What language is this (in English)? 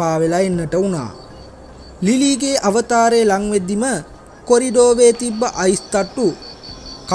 Sinhala